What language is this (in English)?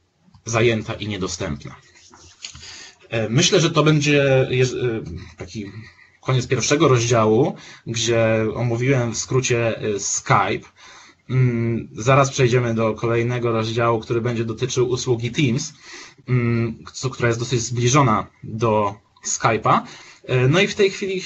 Polish